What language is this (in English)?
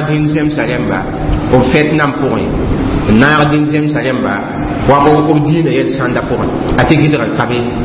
Mossi